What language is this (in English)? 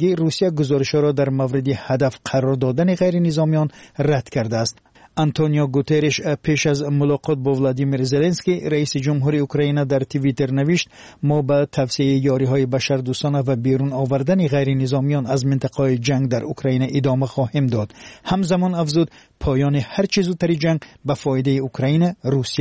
Persian